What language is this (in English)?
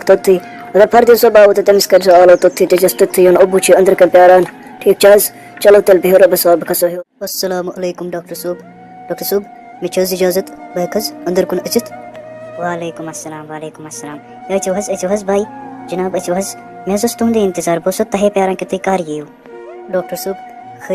Kashmiri